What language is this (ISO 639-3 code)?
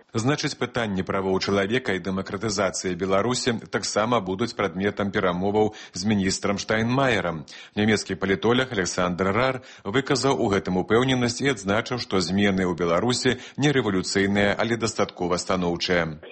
bel